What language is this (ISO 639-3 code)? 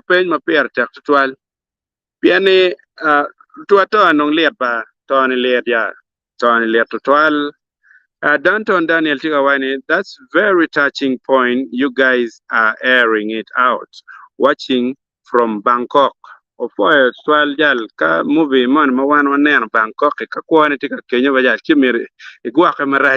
ach